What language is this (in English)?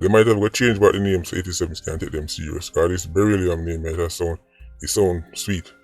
Jamaican Creole English